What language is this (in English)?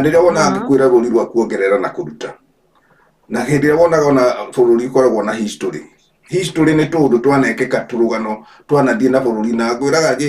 Kikuyu